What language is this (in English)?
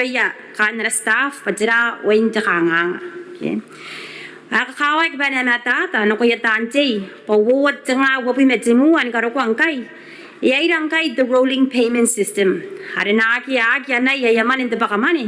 Gilbertese